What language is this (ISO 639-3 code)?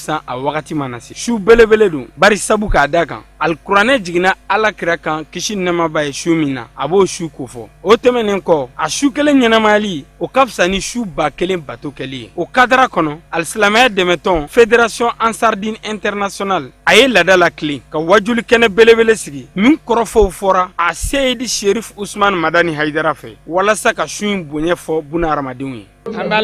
bam